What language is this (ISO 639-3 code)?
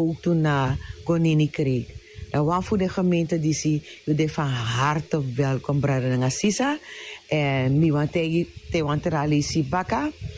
srn